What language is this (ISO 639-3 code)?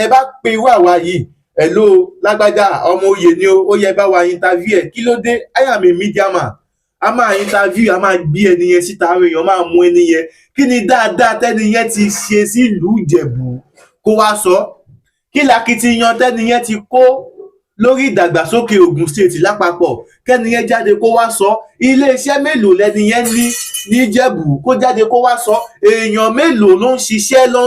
yor